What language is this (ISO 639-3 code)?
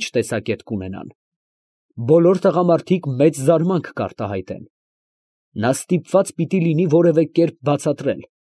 hye